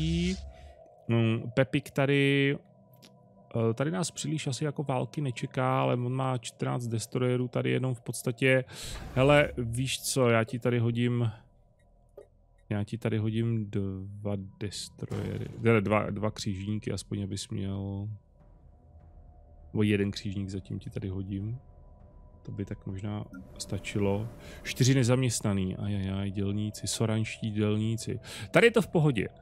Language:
Czech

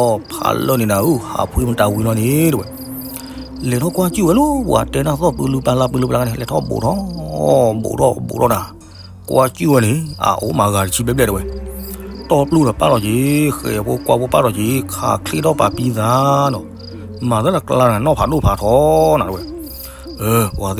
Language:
S'gaw Karen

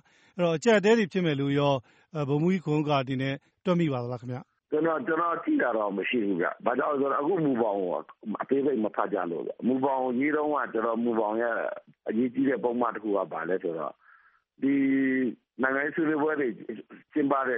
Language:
Burmese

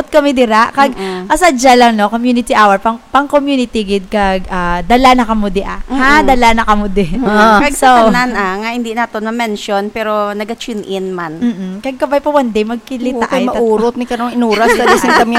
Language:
Hiligaynon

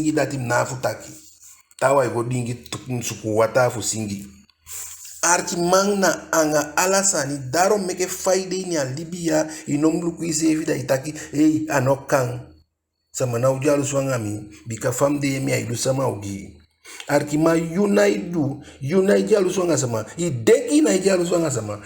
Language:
Eastern Maroon Creole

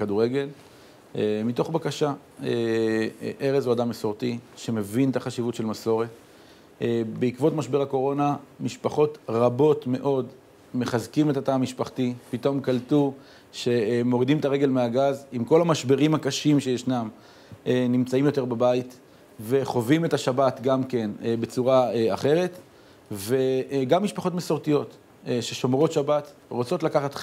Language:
Hebrew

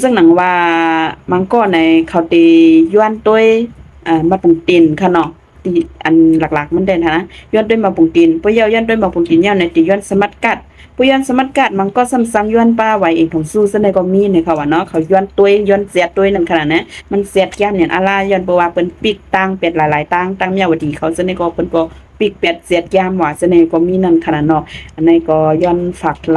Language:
Shan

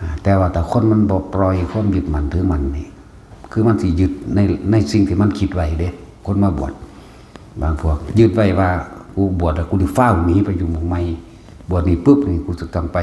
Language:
Northeastern Thai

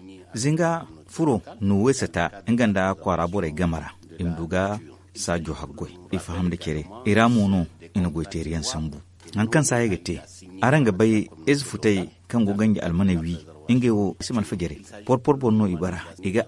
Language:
Zarma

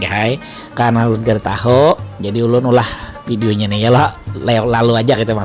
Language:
Banjar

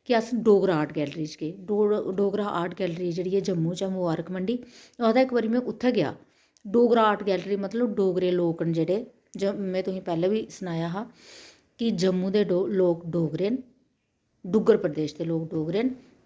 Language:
Dogri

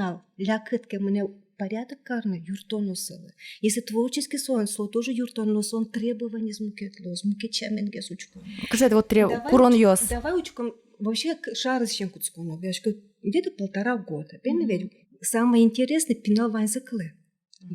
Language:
Udmurt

